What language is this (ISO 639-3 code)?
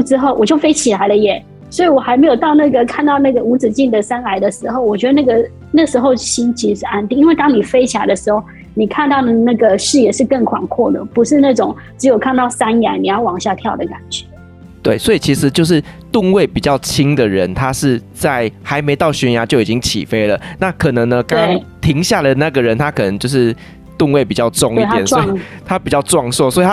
zho